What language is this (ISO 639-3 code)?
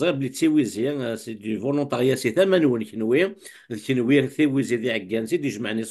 kab